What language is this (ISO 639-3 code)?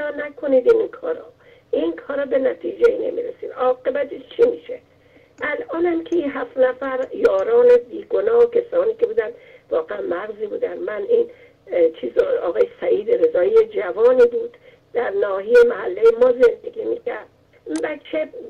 fas